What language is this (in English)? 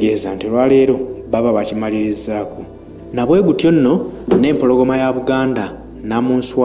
Ganda